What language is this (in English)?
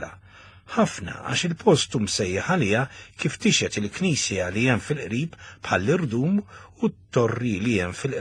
Maltese